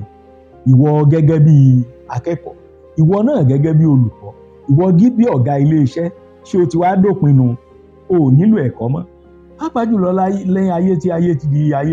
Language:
Yoruba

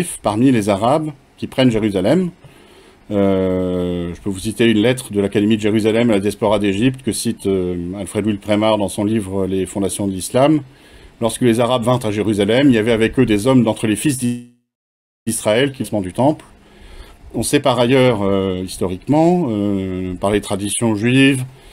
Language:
French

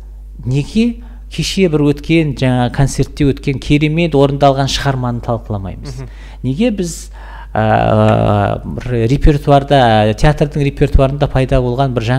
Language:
Kazakh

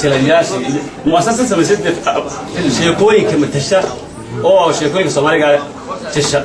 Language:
Somali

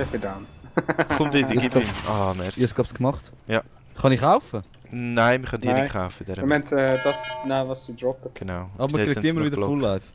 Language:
Swiss German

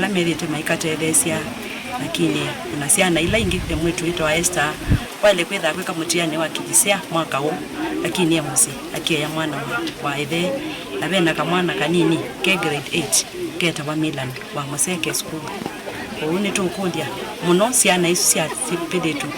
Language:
Kamba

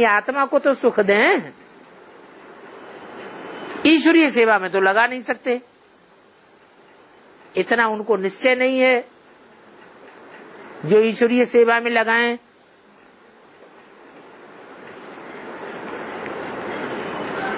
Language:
Hindi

